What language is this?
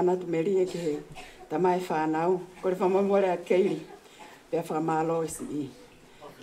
Tongan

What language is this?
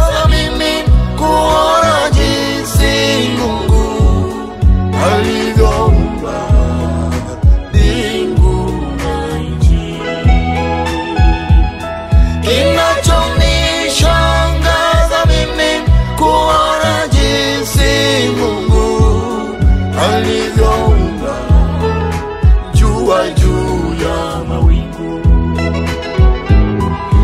Swahili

